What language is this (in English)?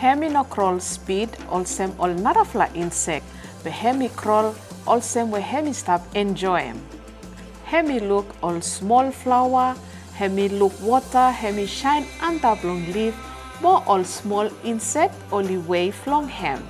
Bislama